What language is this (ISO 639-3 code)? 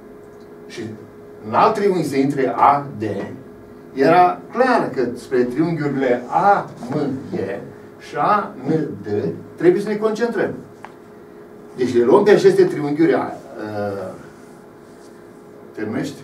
ron